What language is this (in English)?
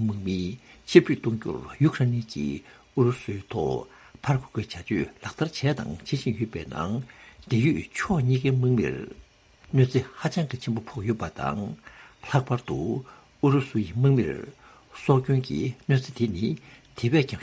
Tibetan